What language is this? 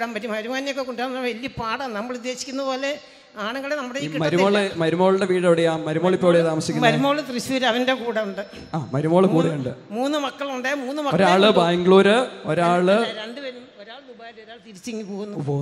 Malayalam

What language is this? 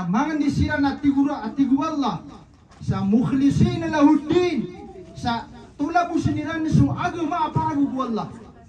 Maranao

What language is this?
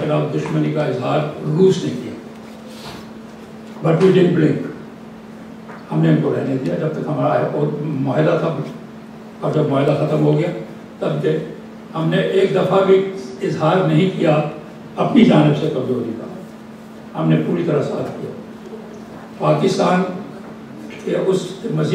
Urdu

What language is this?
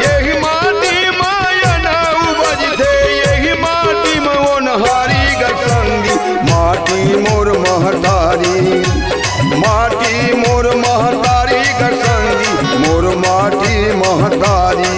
Chhattisgarhi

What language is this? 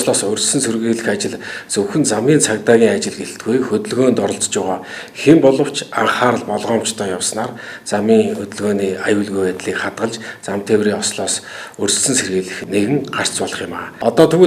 Mongolian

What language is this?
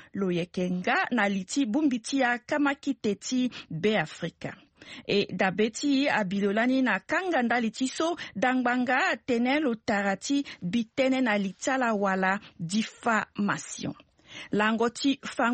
Sango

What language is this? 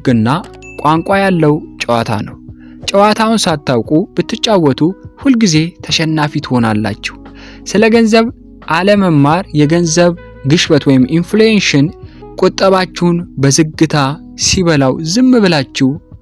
Amharic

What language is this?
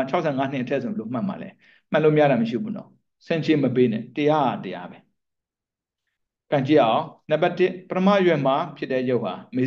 Burmese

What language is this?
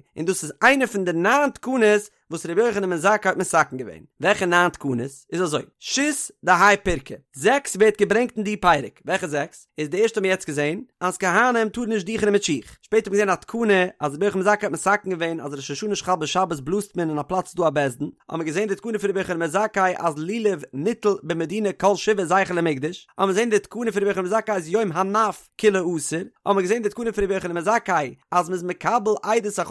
Yiddish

